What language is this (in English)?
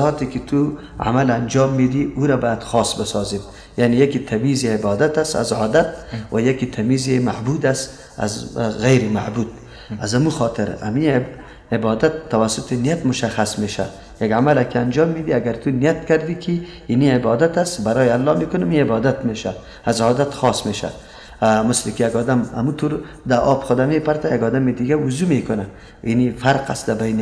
Persian